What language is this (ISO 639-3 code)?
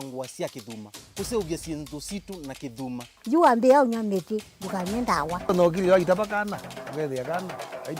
kam